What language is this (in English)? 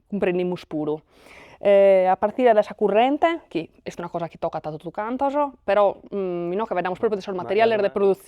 Sardinian